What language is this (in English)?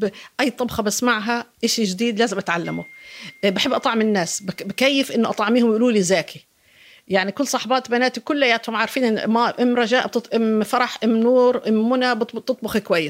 North Levantine Arabic